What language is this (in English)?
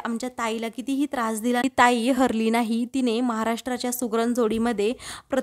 Marathi